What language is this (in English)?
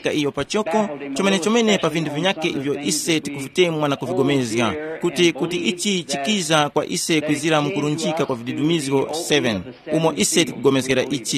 Tumbuka